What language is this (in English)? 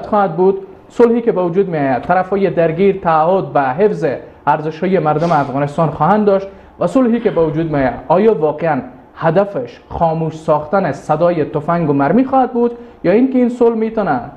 Persian